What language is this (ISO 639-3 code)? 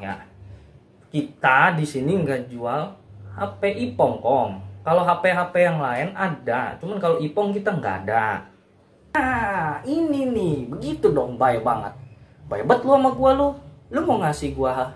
bew